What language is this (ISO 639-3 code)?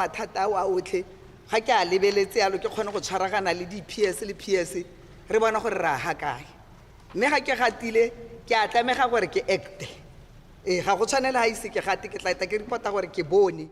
tsn